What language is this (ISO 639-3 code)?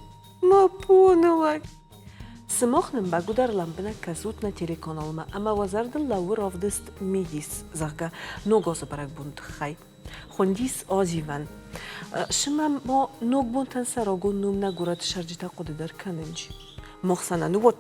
oss